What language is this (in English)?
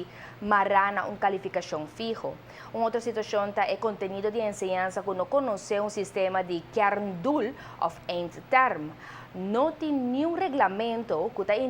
Papiamento